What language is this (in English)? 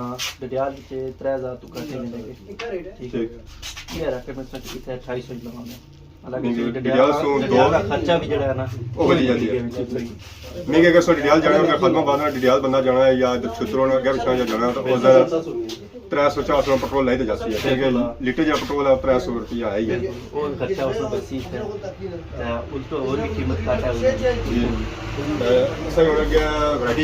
Pahari-Potwari